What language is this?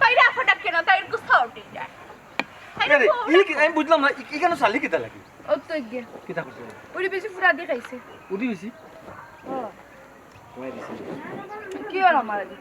Sylheti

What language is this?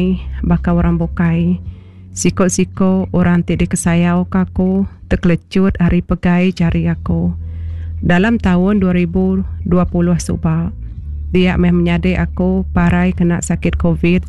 Iban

